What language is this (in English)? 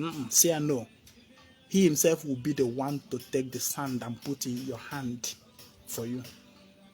Igbo